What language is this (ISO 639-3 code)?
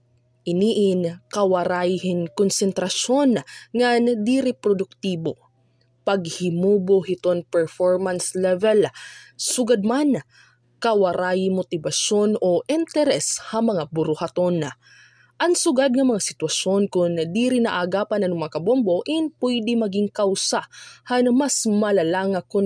war